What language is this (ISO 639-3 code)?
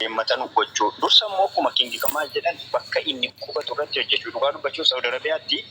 orm